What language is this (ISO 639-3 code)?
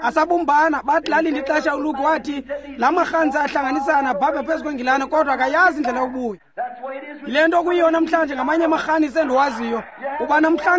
xho